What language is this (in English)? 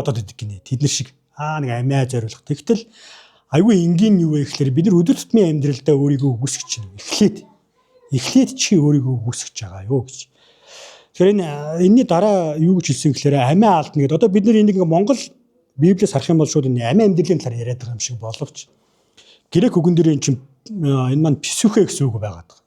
Mongolian